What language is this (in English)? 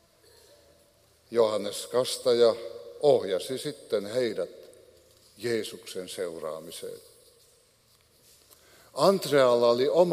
Finnish